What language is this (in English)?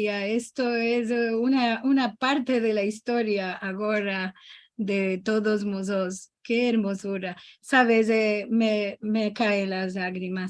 Ladino